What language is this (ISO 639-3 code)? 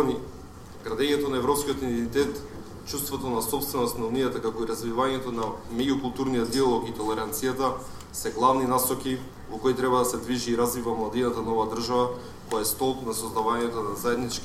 mkd